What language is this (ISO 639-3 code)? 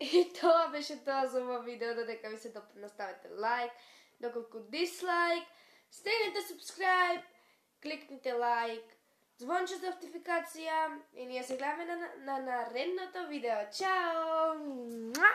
mkd